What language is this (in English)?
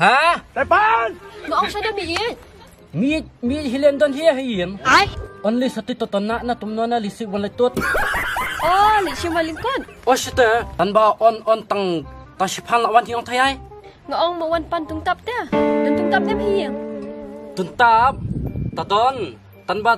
Khasi